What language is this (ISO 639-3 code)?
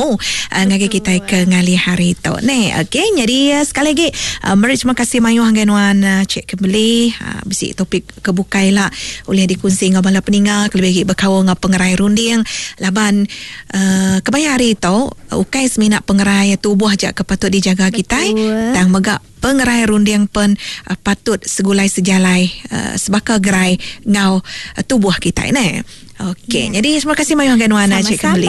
iba